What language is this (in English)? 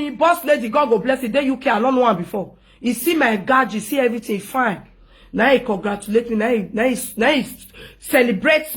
Nigerian Pidgin